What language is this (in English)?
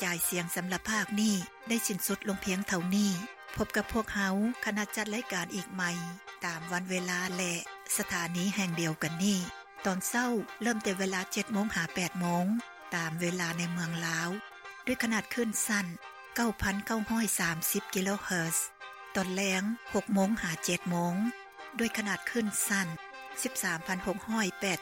Lao